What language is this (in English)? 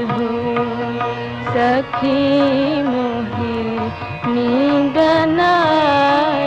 Hindi